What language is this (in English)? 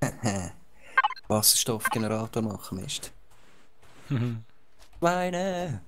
Swiss German